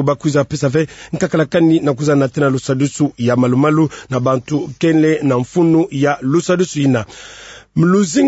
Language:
Kituba (Democratic Republic of Congo)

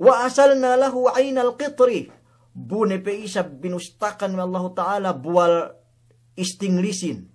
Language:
Yakan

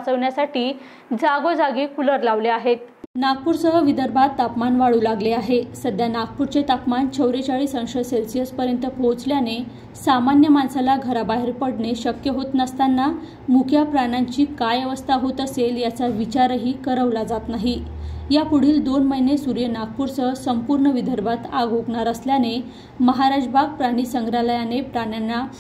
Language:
Marathi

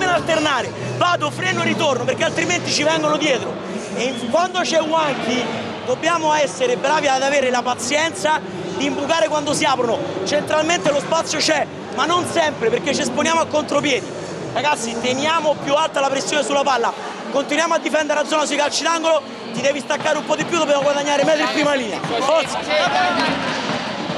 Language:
Italian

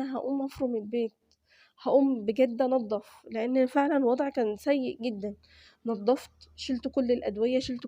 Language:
Egyptian Arabic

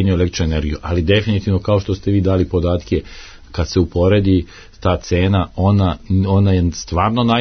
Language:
Serbian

